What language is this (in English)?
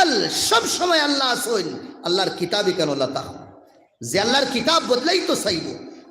Sylheti